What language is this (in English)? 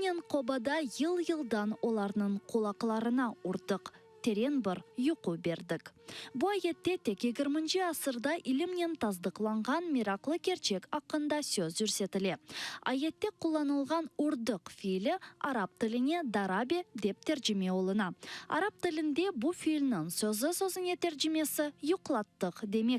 Crimean Tatar